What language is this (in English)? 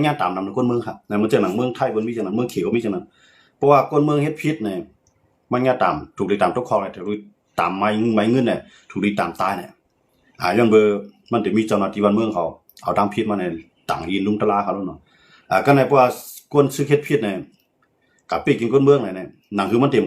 Shan